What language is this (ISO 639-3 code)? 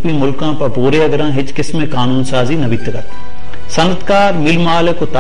bal